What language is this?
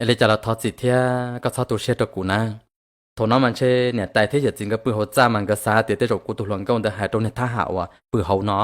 Hmong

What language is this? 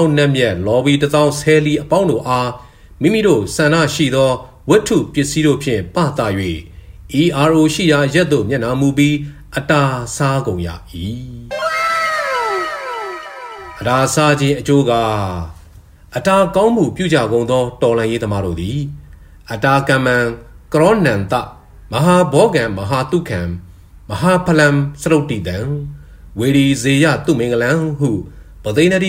Burmese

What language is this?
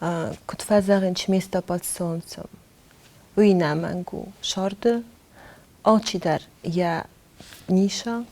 Ossetic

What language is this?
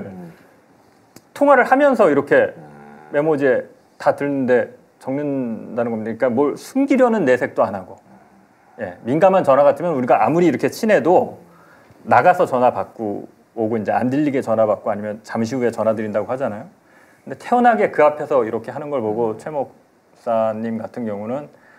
Korean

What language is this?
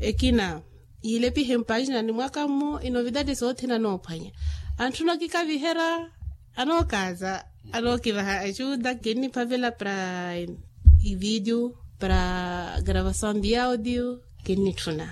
Makhuwa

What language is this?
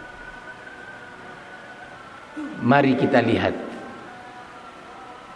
Indonesian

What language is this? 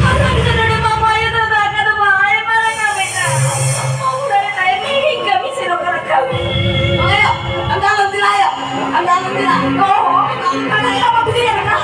Santali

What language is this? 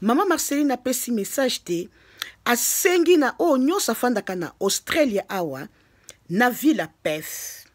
Lingala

